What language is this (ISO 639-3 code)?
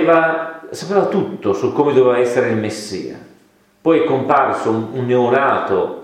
ita